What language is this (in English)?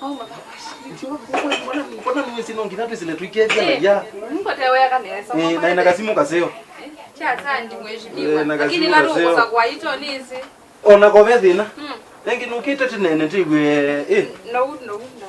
Kamba